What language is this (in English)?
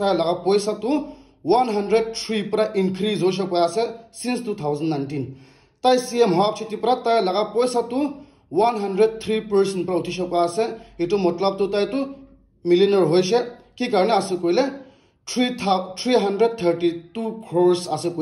Naga Pidgin